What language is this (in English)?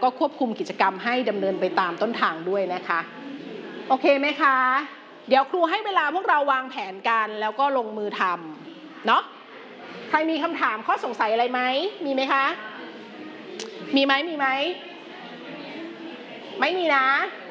Thai